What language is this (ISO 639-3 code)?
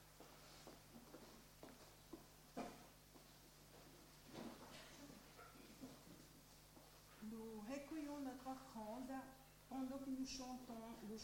fra